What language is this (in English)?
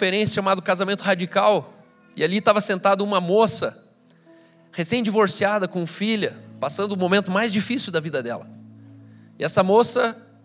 Portuguese